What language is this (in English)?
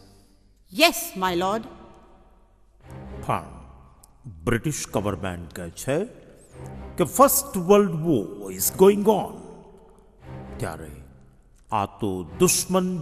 Gujarati